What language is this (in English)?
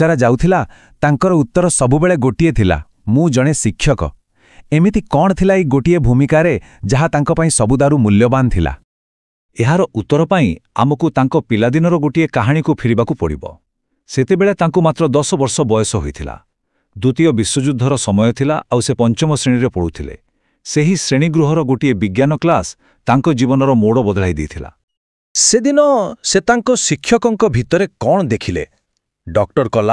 Odia